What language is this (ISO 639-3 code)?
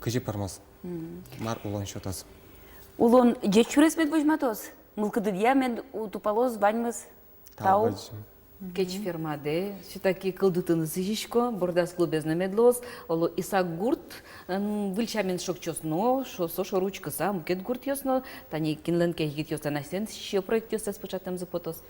udm